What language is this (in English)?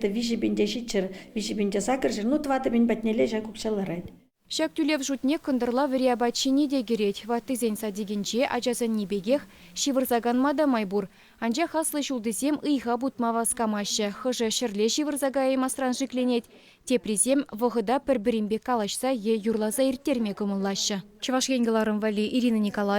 Chuvash